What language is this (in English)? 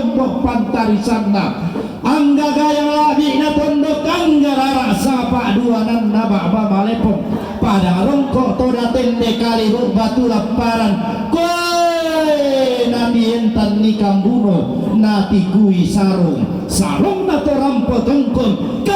Toraja-Sa'dan